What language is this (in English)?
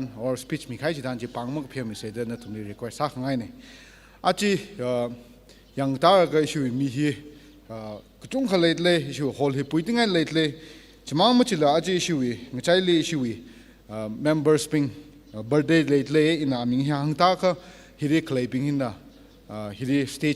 Tangkhul Naga (India)